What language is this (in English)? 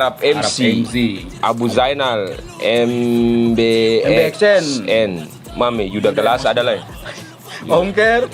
Ambonese Malay